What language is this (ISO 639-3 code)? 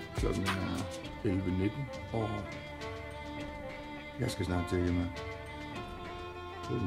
dan